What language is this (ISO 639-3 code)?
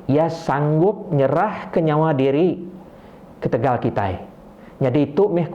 iba